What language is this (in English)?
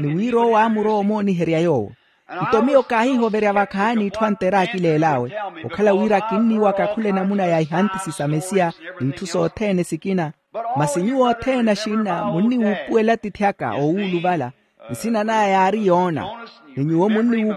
Makhuwa